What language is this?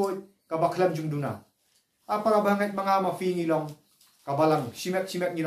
Khasi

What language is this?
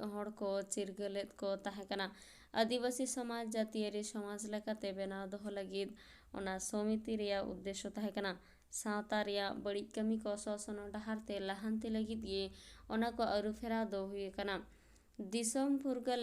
Santali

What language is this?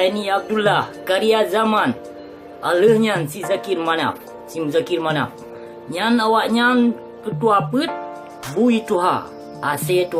Achinese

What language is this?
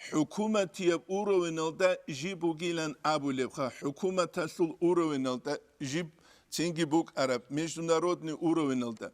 Avaric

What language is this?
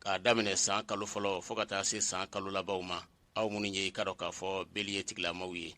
Bambara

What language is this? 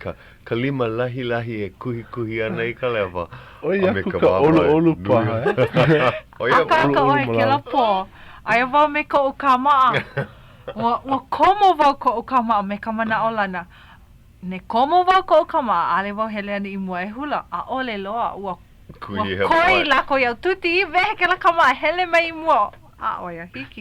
Hawaiian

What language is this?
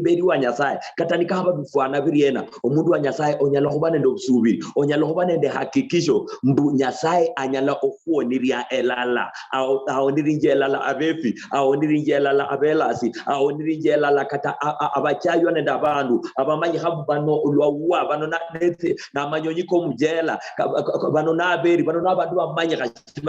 Luyia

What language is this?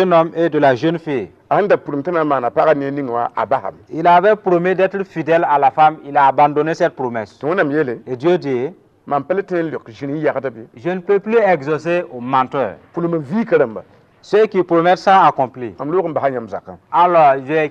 Mossi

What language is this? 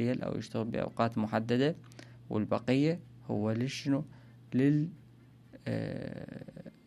Mesopotamian Arabic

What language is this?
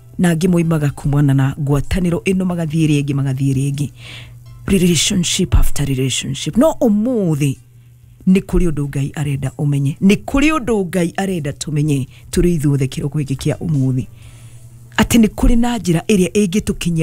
Kikuyu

